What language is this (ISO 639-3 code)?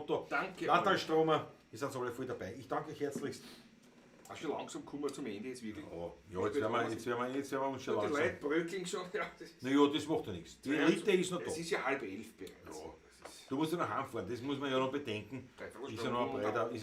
bar